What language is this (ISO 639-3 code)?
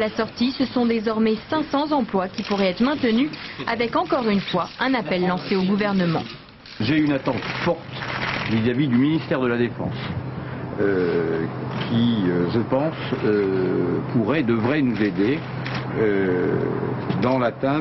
fra